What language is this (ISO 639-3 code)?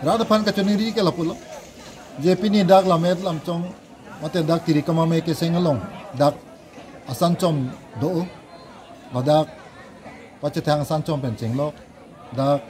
mjw